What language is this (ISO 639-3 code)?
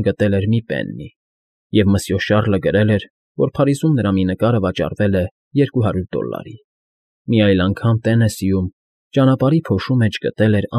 hye